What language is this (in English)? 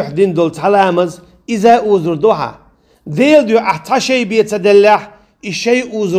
Chechen